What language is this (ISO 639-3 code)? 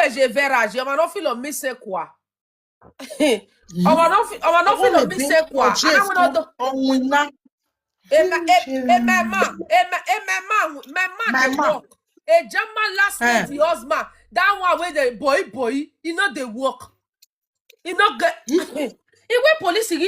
pcm